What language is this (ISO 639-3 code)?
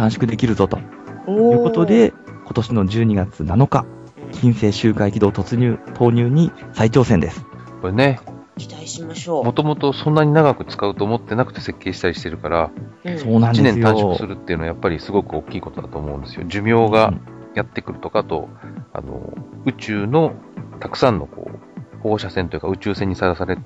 jpn